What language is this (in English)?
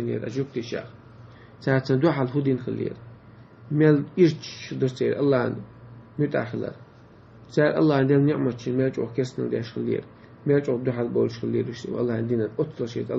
Chechen